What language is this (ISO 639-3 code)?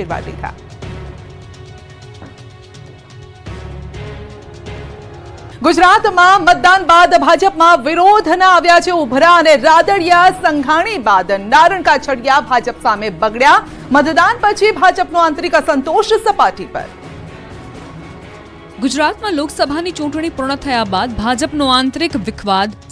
guj